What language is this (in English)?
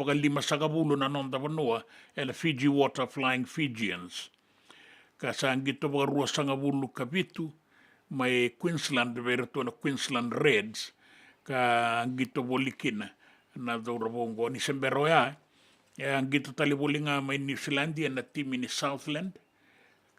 Fijian